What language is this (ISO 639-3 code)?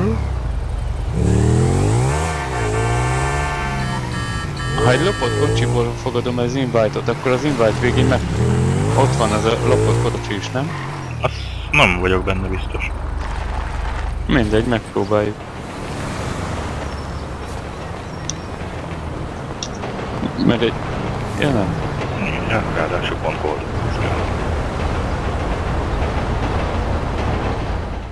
hun